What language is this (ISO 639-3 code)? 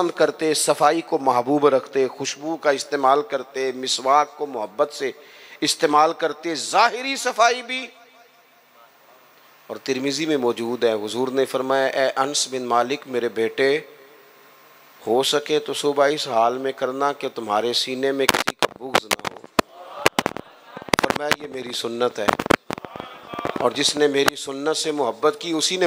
urd